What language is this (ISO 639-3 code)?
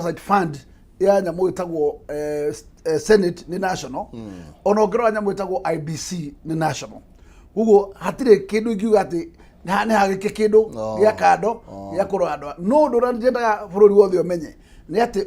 kik